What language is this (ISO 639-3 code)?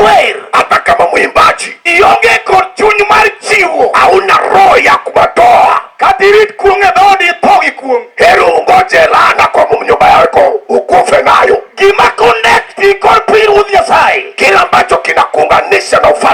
luo